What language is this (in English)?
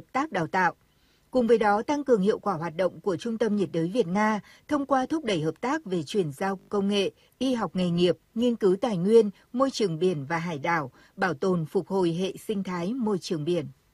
Vietnamese